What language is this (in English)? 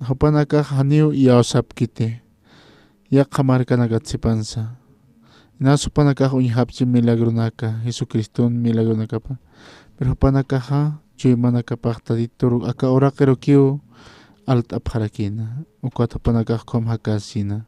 Aymara